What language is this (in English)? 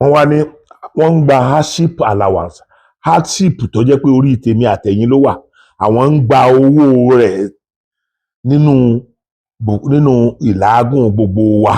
Yoruba